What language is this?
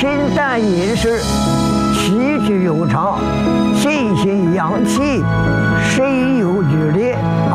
Chinese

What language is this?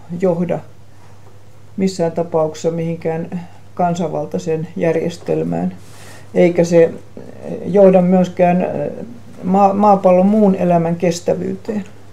Finnish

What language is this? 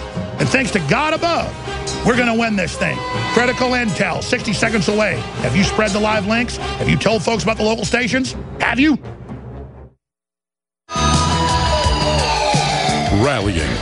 English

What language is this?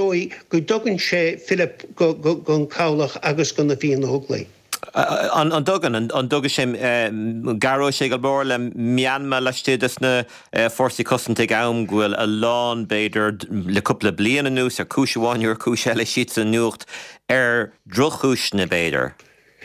Irish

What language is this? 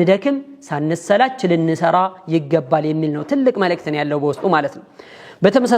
Amharic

